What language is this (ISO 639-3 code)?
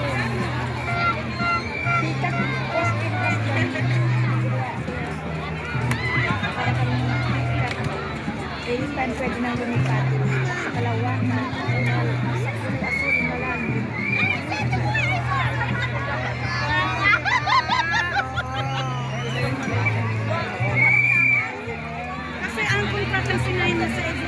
fil